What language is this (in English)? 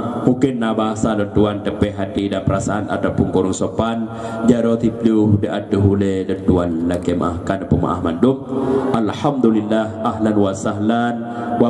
Achinese